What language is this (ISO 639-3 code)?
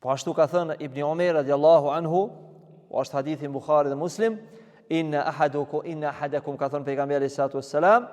sqi